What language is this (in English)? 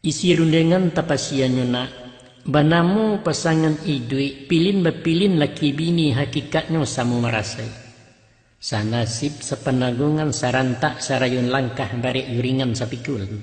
Minangkabau